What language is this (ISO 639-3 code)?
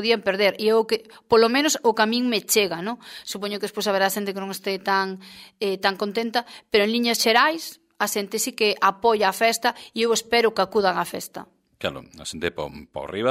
glg